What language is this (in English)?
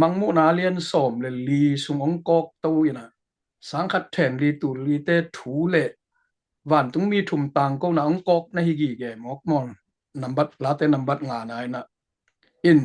Tedim Chin